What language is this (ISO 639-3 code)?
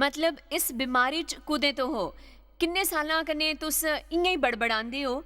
doi